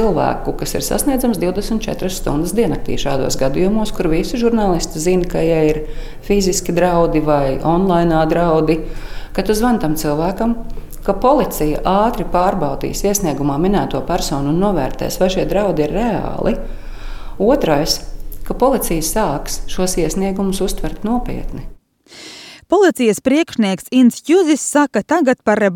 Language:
Latvian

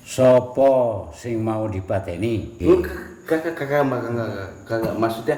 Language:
Betawi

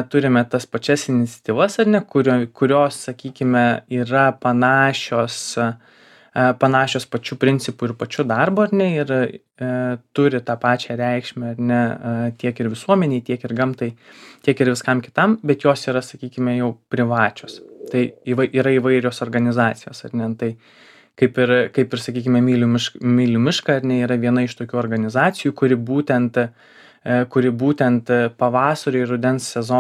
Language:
Lithuanian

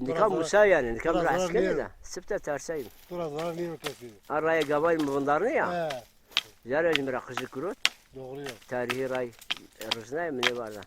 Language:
Zaza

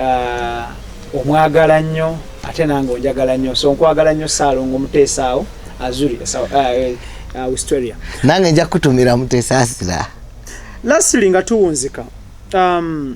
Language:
Ganda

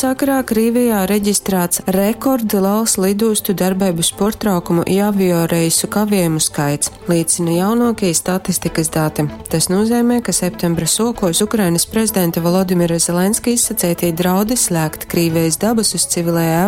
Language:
Latgalian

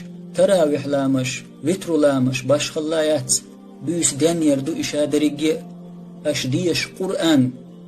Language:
Chechen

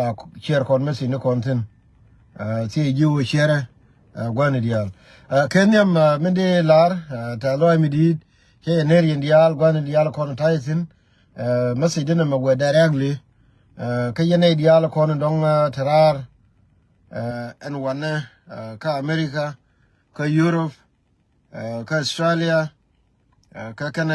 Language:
Nuer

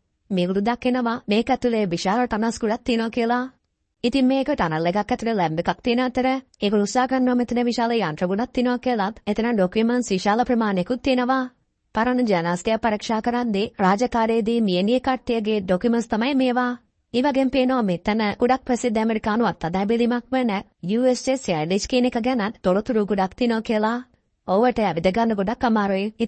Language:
Sinhala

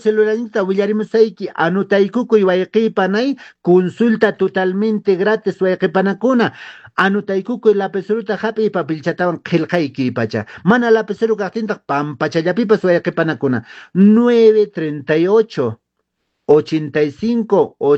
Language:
Quechua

